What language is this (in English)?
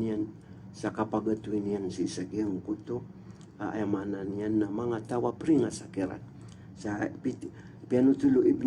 Maranao